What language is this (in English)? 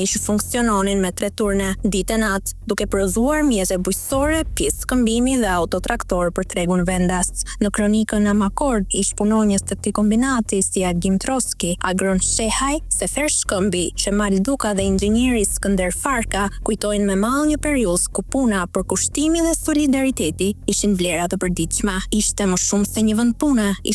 Albanian